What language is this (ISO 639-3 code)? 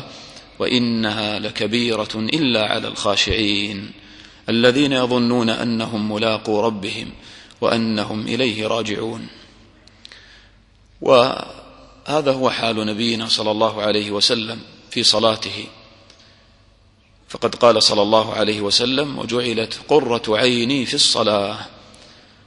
ara